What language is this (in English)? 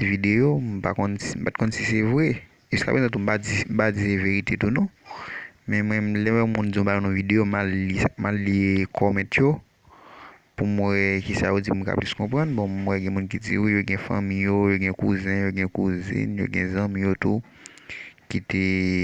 Haitian Creole